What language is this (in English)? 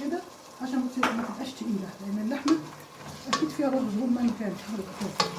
Egyptian Arabic